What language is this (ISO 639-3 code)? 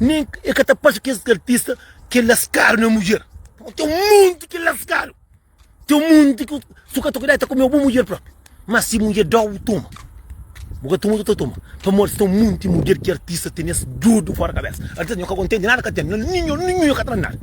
kea